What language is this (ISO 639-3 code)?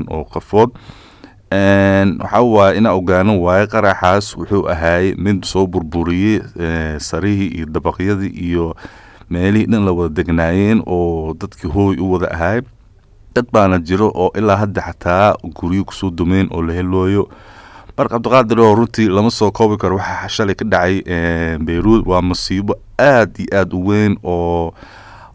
som